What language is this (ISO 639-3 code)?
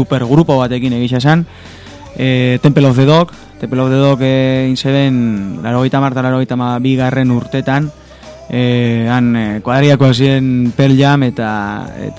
eus